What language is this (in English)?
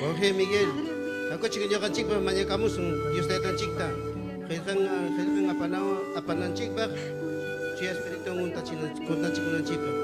Ayacucho Quechua